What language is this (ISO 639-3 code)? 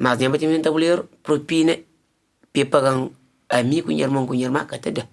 kea